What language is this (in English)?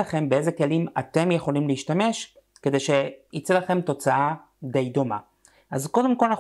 Hebrew